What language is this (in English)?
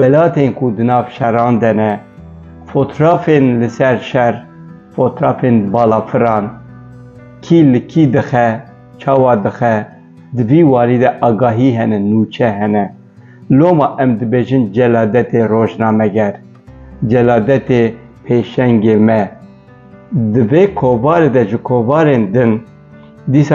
Kurdish